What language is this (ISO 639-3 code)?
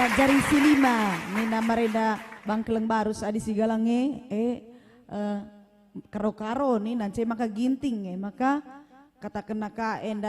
btx